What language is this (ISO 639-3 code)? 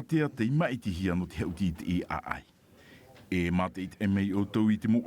tah